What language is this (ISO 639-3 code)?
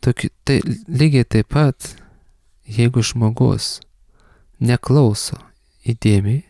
lit